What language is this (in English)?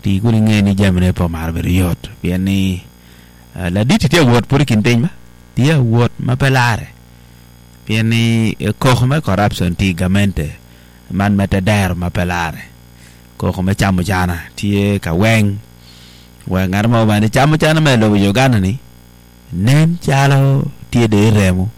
Acoli